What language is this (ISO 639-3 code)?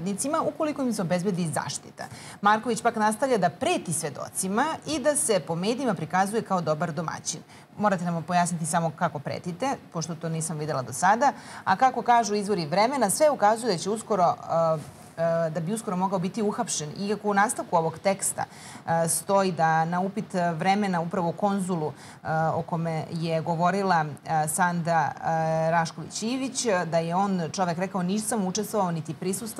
srp